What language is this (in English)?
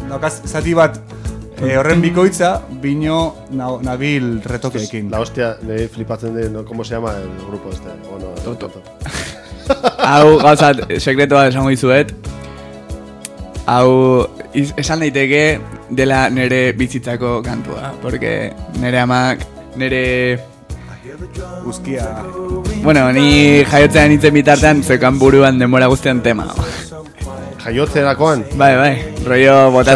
Basque